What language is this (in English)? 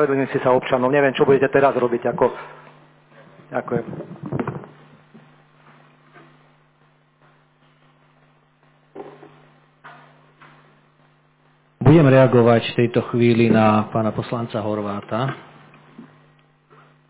Slovak